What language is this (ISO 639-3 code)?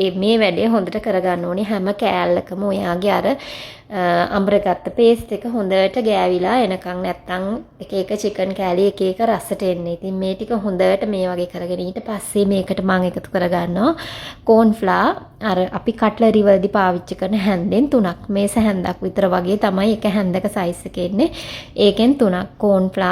sin